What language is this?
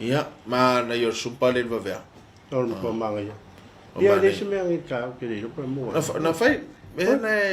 Samoan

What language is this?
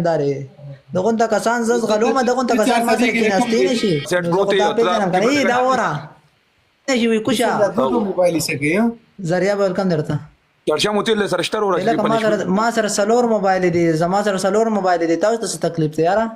Pashto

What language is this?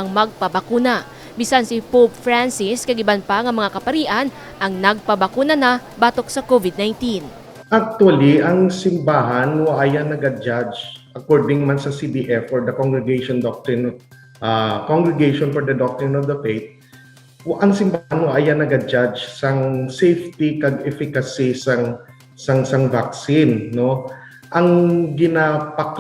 Hiligaynon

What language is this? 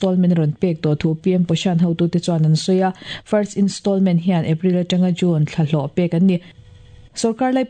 Mizo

